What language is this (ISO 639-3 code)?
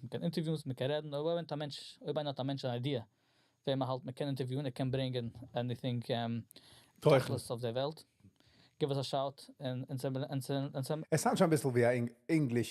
yid